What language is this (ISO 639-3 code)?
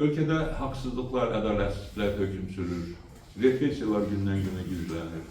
aze